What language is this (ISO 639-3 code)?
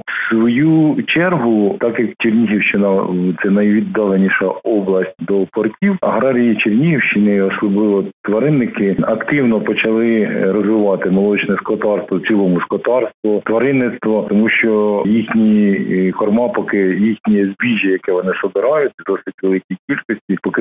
ukr